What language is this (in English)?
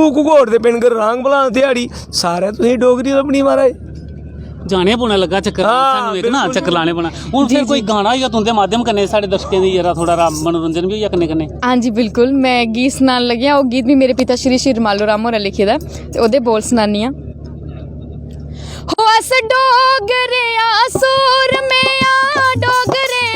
Dogri